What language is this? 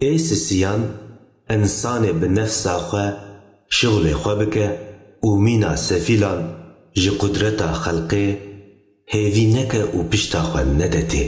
Kurdish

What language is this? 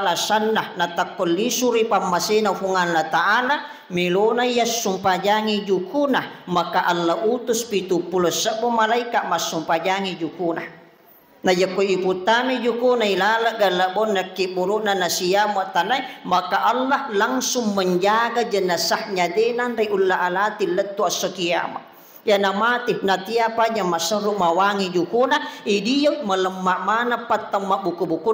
Buginese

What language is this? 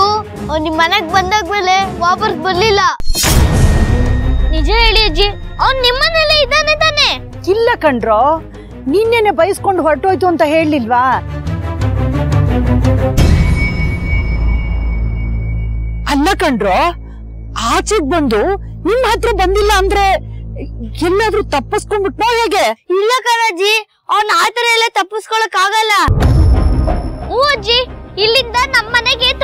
Kannada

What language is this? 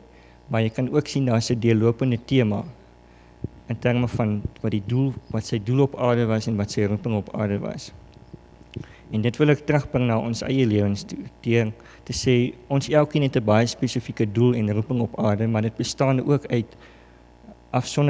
Afrikaans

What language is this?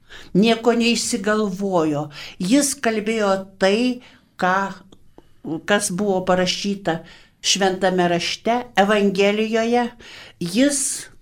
Lithuanian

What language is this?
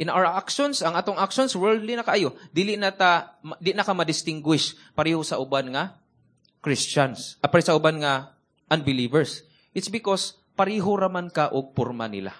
Cebuano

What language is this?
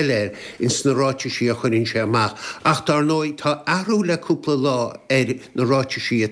Irish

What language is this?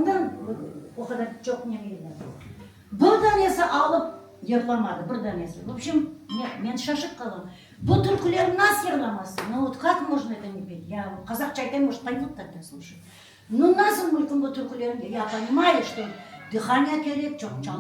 Crimean Tatar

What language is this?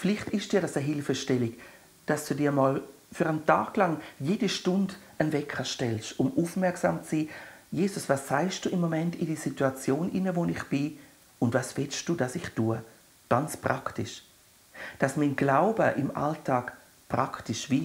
Swiss German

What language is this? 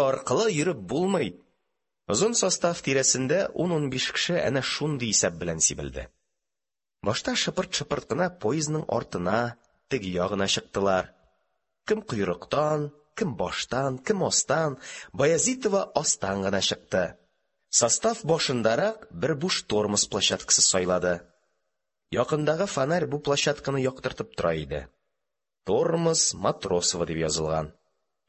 Tatar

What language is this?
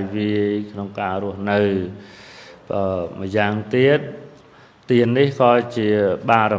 Khmer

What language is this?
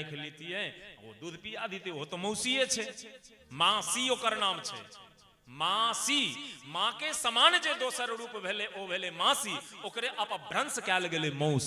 Maithili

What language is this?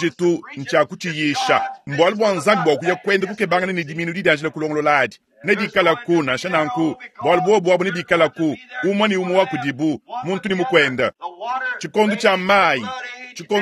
Luba-Lulua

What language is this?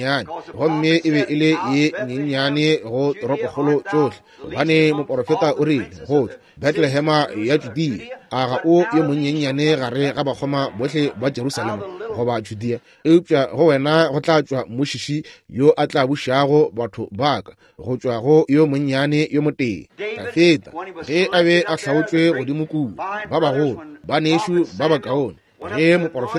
Northern Sotho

